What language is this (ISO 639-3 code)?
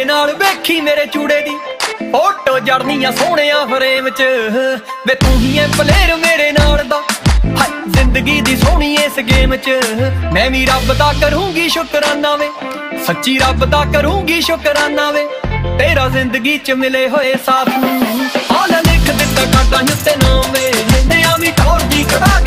pan